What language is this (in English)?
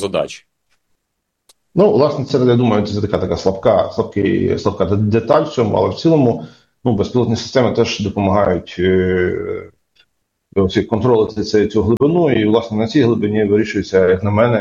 Ukrainian